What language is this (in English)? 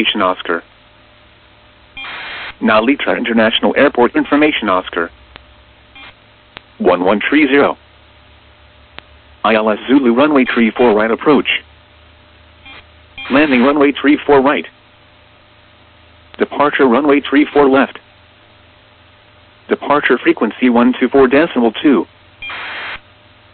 English